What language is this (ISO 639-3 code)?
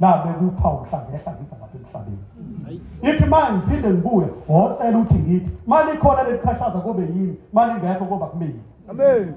zul